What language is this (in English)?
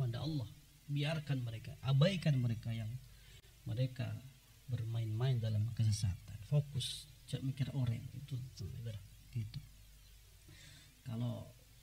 Indonesian